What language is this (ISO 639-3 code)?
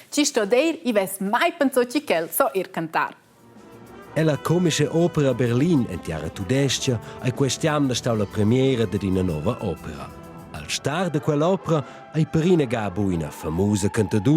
roh